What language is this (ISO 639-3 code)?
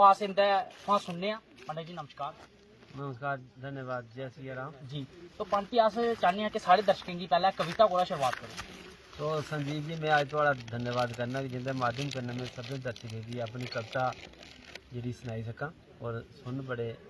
doi